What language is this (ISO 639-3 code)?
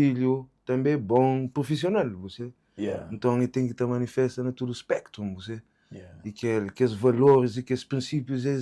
kea